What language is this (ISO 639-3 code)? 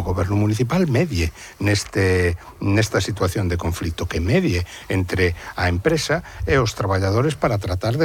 glg